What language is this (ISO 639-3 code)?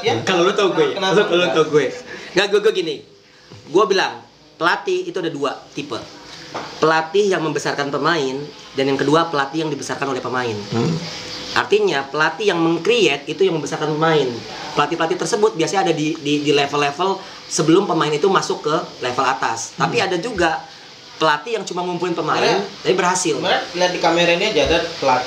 ind